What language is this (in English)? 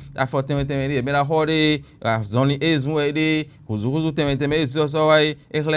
Fon